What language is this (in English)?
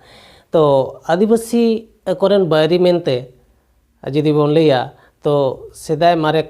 Santali